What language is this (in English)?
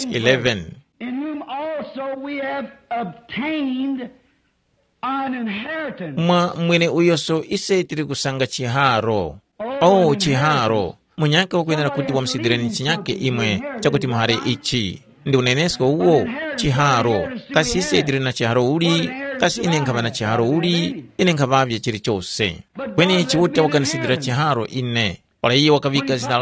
Tumbuka